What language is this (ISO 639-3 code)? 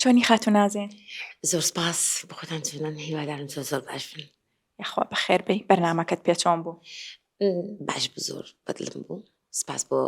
ckb